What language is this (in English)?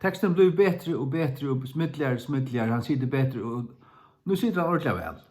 Faroese